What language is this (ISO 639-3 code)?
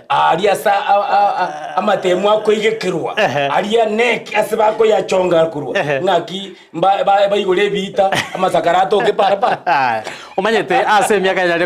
guz